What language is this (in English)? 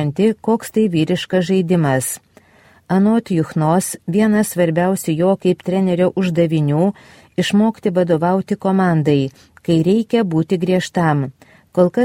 Lithuanian